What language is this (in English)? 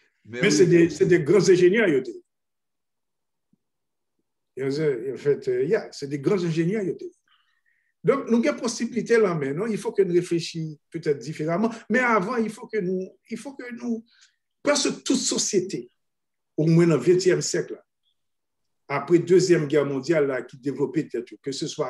French